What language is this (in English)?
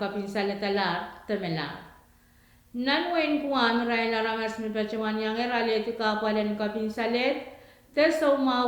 Pohnpeian